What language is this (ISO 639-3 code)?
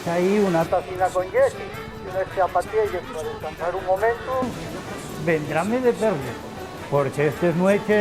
ast